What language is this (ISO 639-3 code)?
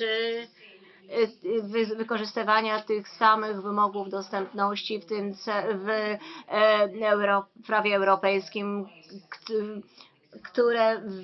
pol